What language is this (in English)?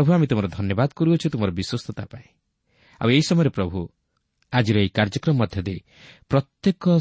Odia